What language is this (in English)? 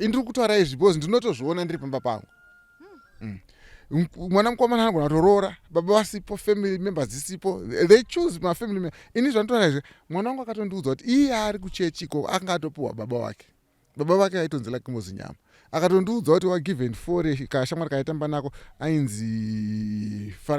Shona